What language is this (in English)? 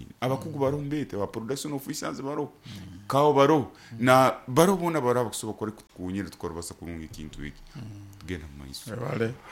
Nyoro